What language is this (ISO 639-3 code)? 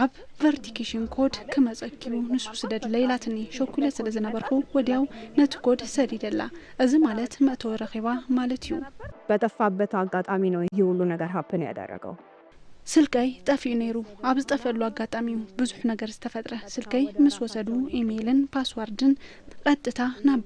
tir